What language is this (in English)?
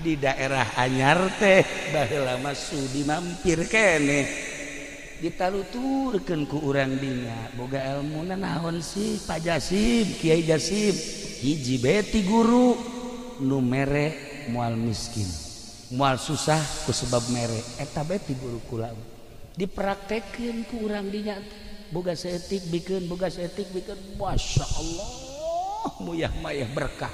Sundanese